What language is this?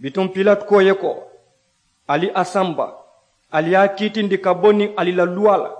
Mandingo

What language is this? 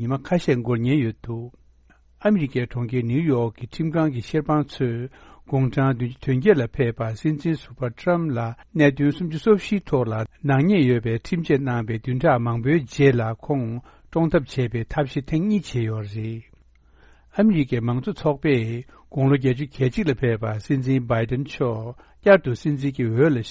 Tibetan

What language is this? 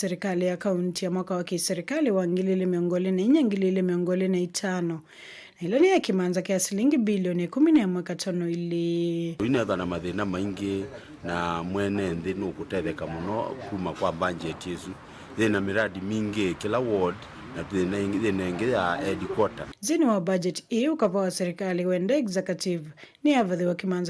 Kamba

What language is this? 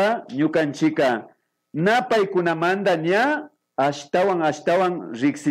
Imbabura Highland Quichua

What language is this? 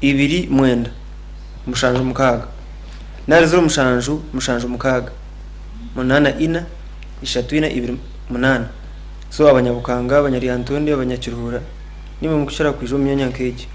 Nyankole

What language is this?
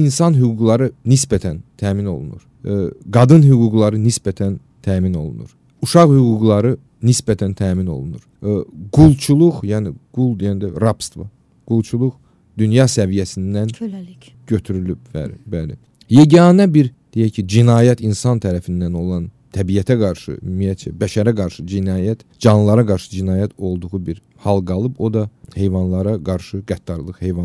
Azerbaijani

